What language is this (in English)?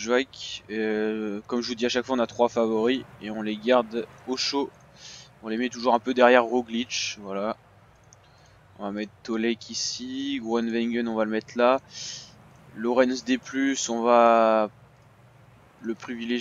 French